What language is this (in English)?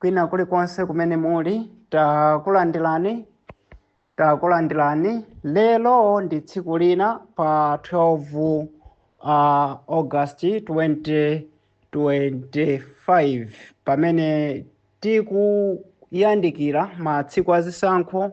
Nyanja